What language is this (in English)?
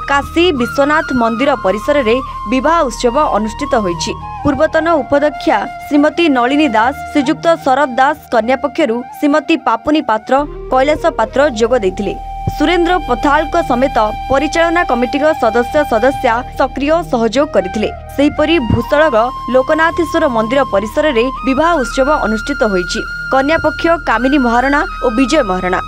Odia